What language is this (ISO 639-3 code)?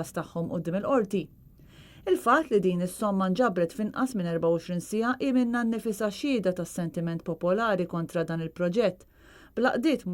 mlt